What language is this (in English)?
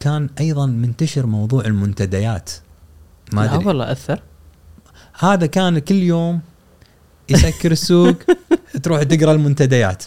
Gulf Arabic